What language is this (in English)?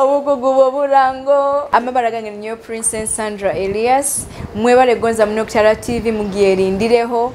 Nyoro